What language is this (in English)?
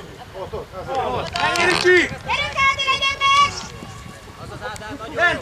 Hungarian